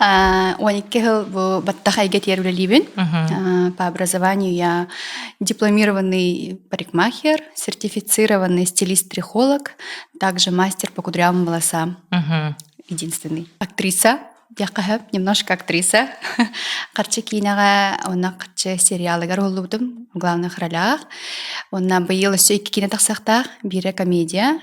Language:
Yakut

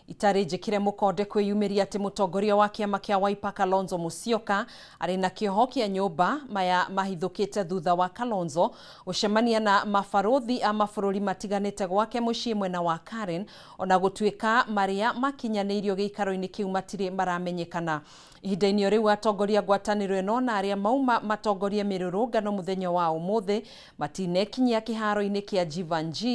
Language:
Kikuyu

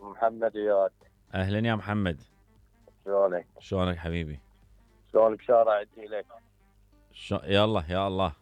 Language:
Mesopotamian Arabic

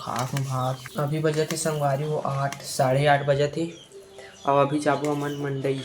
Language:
Chhattisgarhi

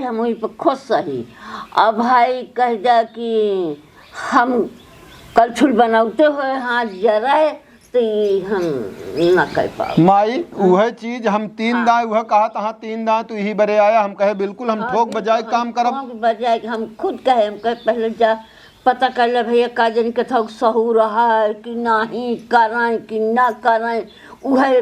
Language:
Awadhi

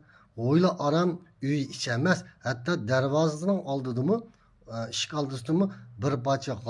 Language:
Uyghur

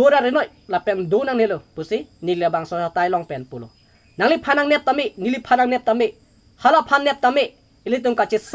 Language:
Karbi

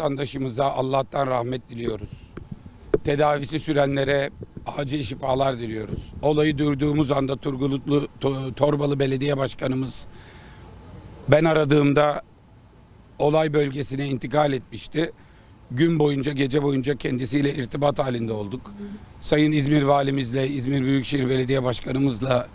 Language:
Turkish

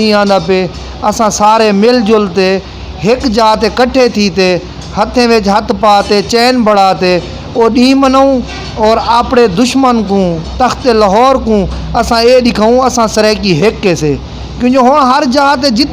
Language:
Saraiki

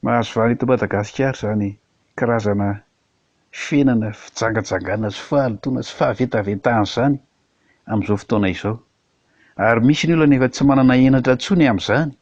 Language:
Malagasy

